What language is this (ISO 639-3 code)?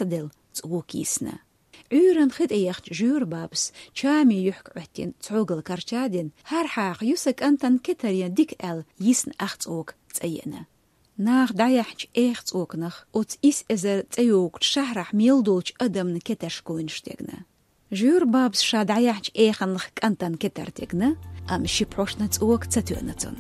che